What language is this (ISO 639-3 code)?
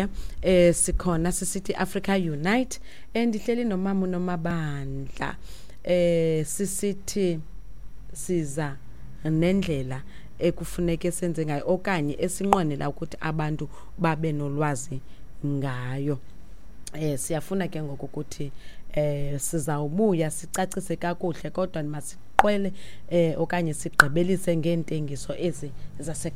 xho